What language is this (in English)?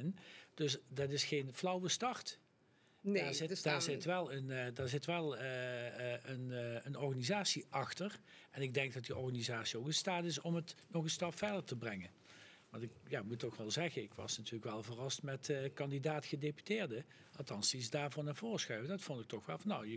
Dutch